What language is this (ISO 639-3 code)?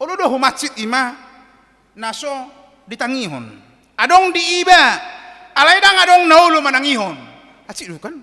bbc